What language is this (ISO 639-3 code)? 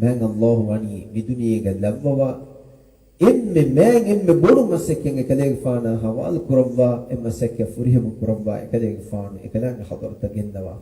div